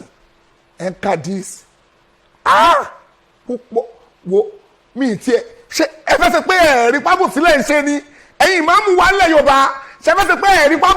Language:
Yoruba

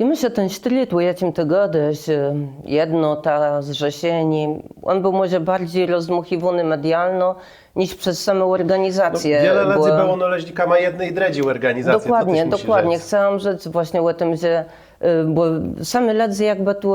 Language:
Kashubian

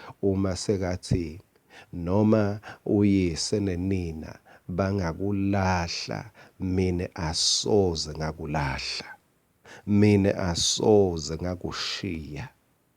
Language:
Swati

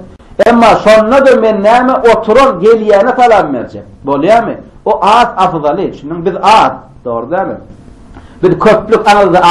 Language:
Turkmen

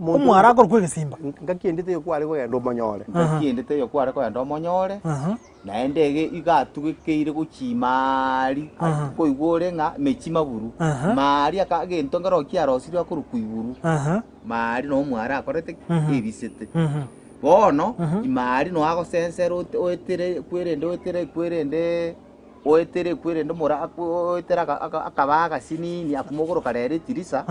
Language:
Gusii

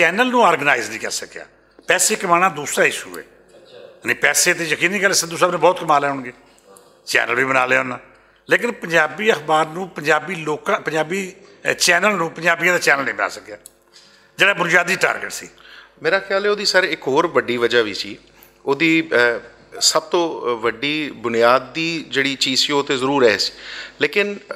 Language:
Western Panjabi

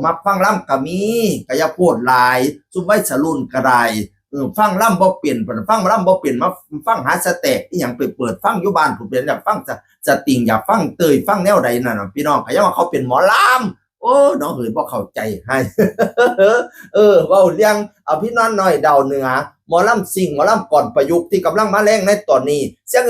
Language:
Northeastern Thai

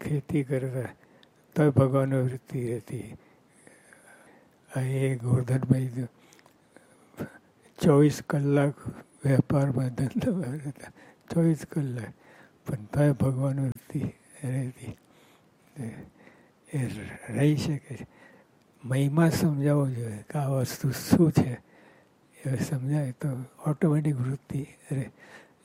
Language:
Gujarati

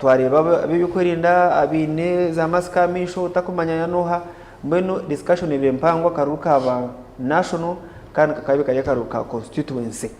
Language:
Nyankole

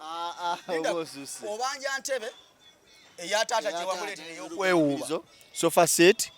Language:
Ganda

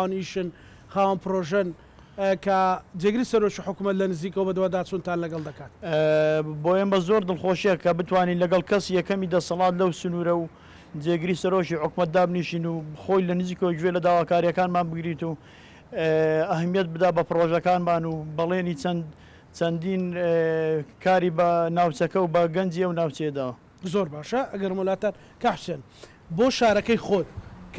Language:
Central Kurdish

